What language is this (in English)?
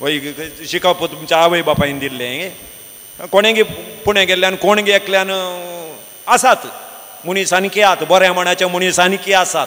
Konkani